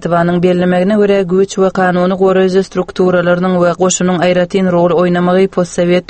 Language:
Turkmen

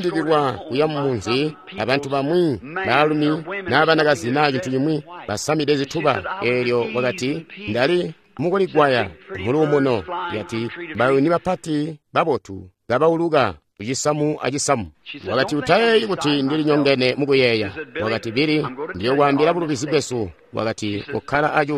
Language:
Tonga (Zambia)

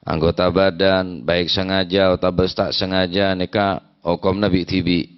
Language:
Madurese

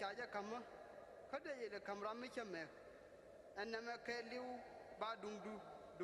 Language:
Nuer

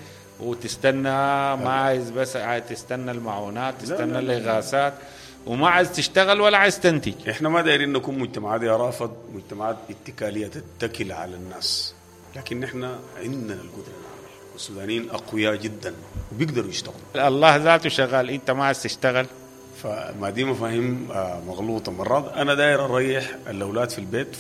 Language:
Sudanese Arabic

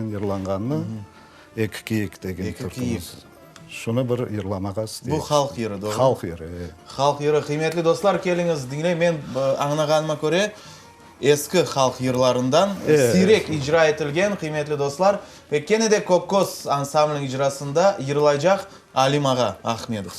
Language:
Crimean Tatar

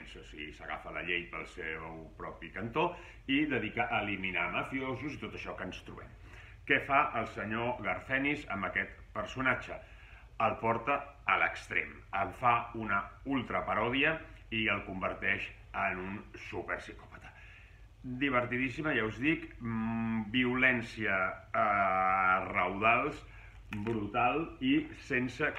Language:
Catalan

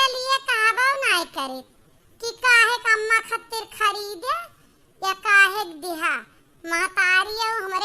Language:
Awadhi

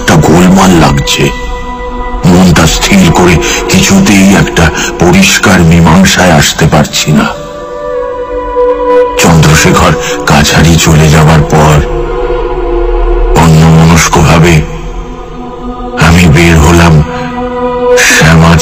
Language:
Bangla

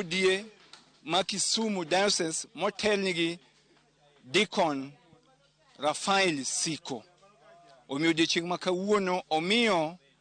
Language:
Luo (Kenya and Tanzania)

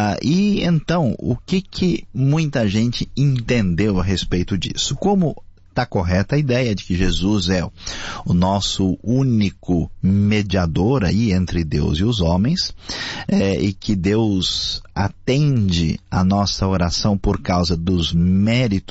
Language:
Portuguese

